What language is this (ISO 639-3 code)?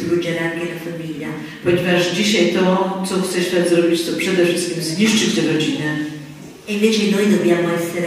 pol